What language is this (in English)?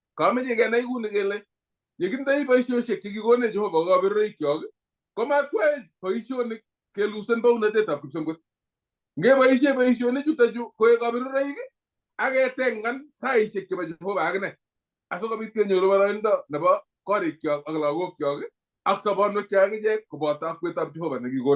Kalenjin